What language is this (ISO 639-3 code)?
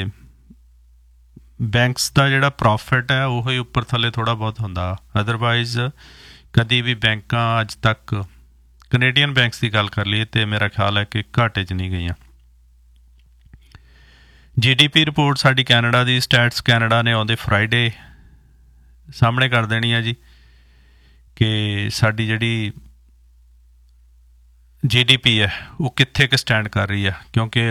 pan